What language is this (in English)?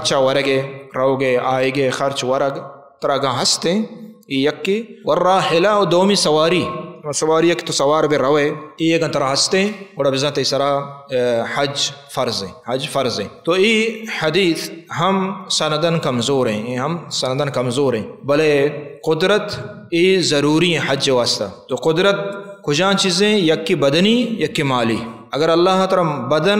Baluchi